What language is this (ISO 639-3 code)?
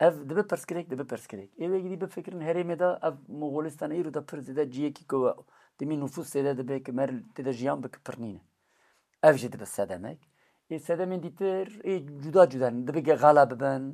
kur